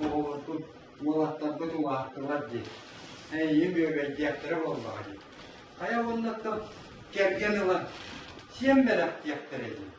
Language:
Yakut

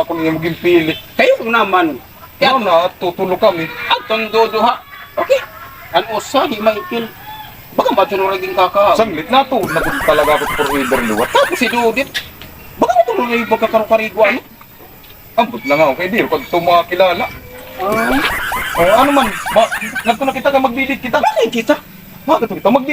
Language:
Waray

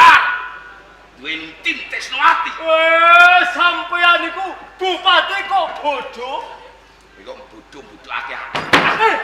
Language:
Javanese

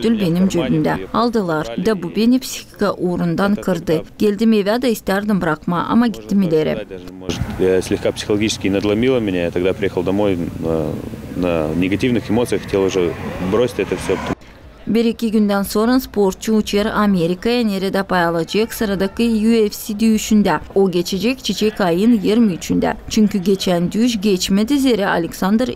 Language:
Gagauz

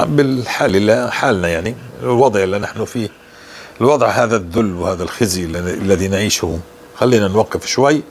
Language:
North Levantine Arabic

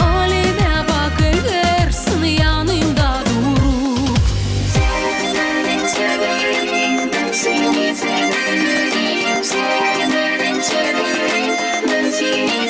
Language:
Gagauz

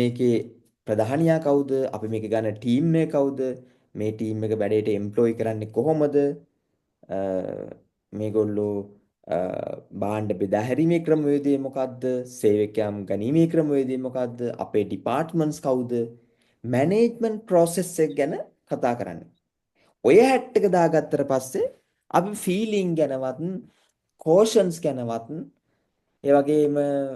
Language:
Sinhala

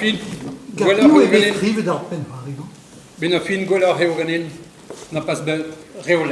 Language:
Breton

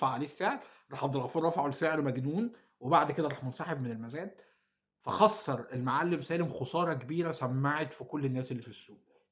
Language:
Egyptian Arabic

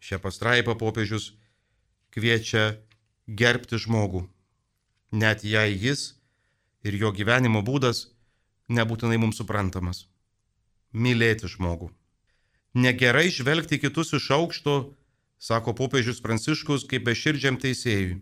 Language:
Lithuanian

